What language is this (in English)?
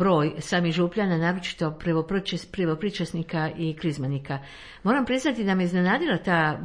Croatian